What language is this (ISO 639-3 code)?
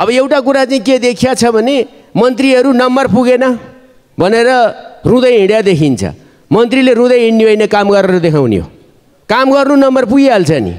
nep